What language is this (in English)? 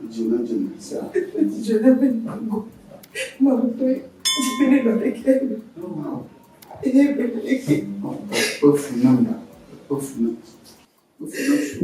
Ewe